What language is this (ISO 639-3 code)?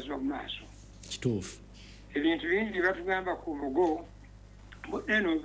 lug